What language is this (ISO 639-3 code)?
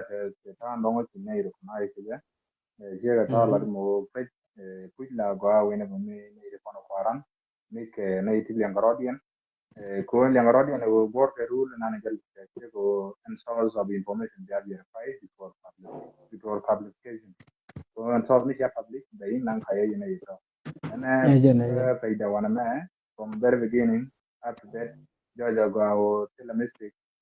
nus